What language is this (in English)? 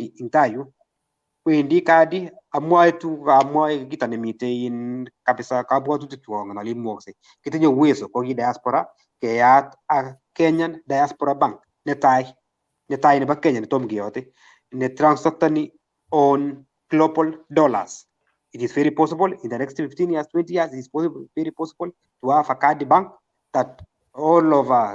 Kalenjin